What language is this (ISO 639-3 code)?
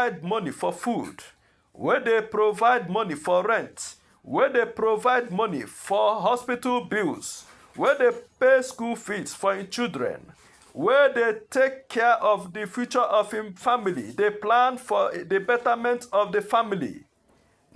pcm